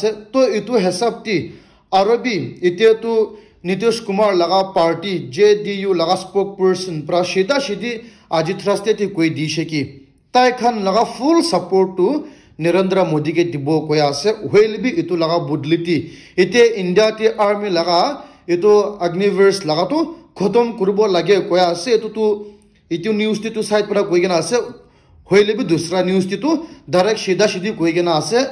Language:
Naga Pidgin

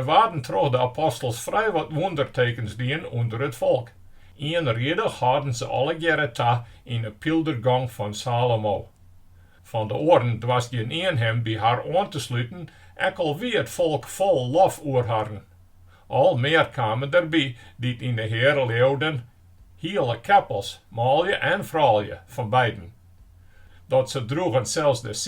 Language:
Western Frisian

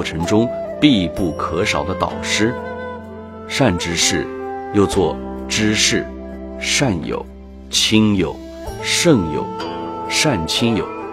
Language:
Chinese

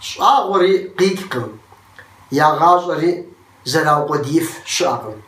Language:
Kabardian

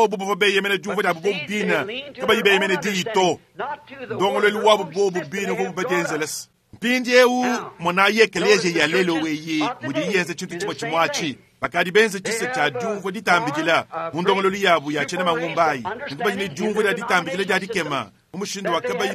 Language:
Luba-Lulua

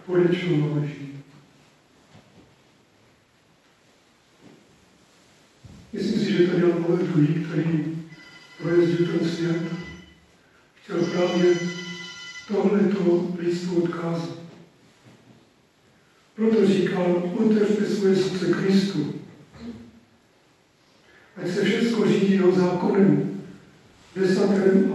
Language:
Czech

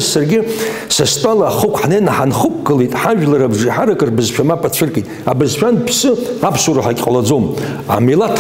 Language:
Abkhazian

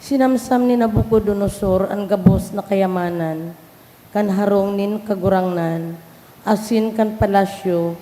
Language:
Bikol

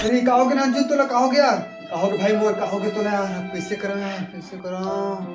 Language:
Chhattisgarhi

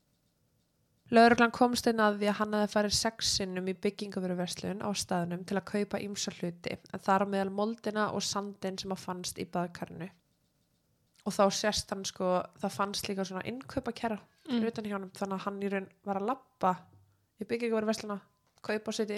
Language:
Icelandic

